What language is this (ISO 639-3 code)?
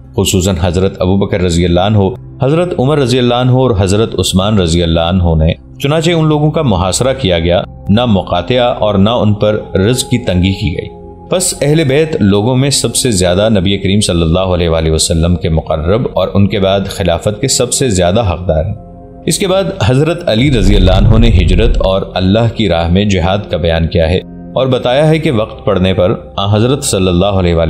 urd